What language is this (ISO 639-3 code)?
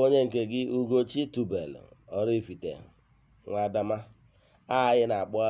ibo